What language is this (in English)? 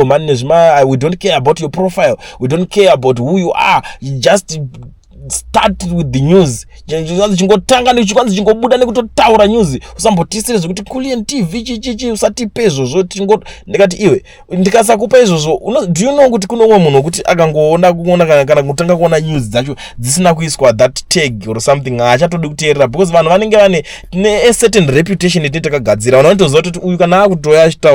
Shona